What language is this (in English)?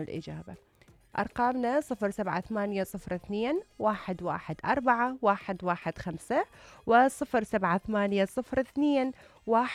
Mesopotamian Arabic